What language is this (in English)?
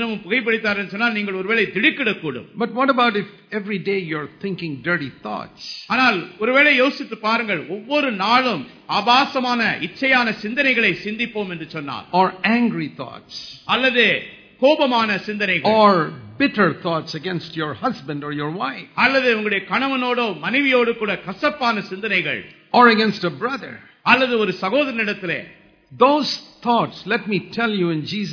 Tamil